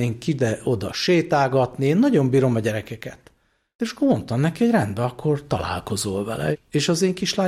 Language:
Hungarian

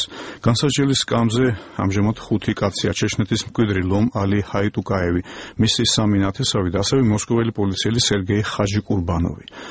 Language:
Georgian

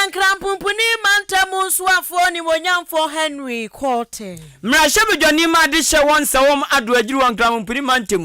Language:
Akan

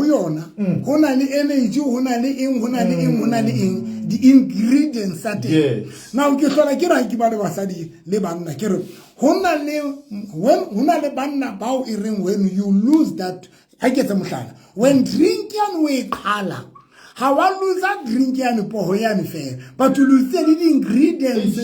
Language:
Southern Sotho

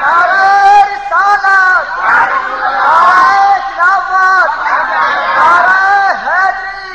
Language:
Saraiki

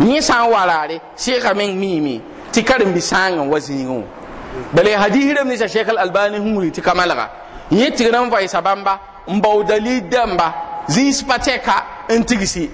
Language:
Mossi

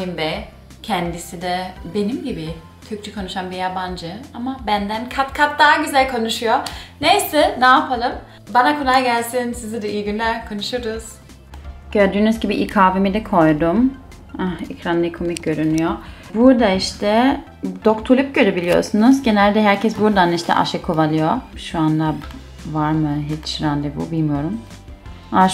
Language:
Turkish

